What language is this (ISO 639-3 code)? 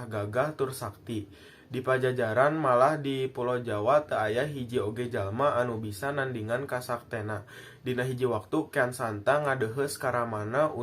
sun